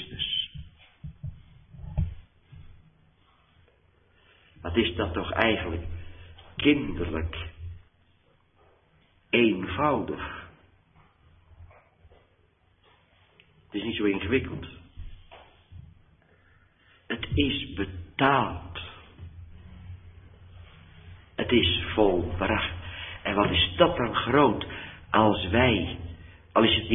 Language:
Dutch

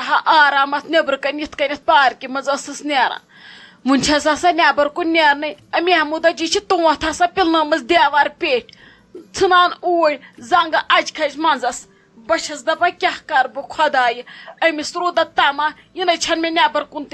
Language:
Kashmiri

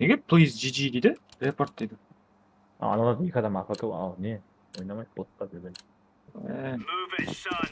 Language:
Kara-Kalpak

